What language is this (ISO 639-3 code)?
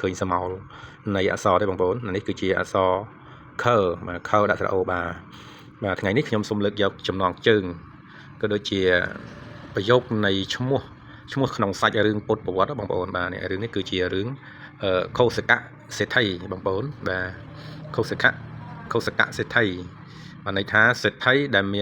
khm